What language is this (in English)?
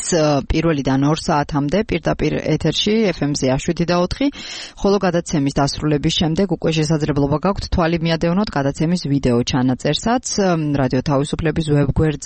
Georgian